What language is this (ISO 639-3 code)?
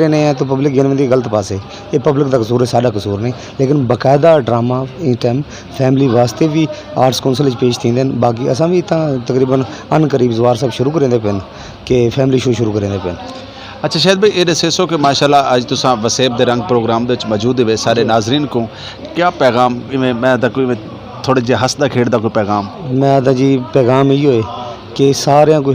skr